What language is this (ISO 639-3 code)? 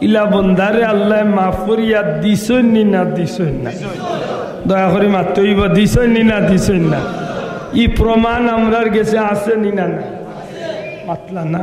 syl